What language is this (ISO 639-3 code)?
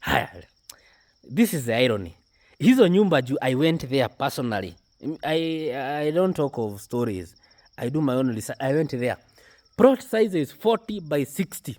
swa